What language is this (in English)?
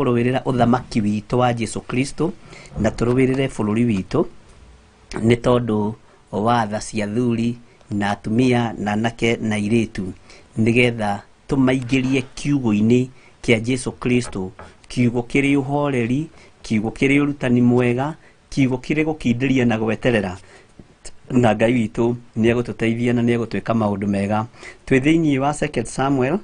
Kikuyu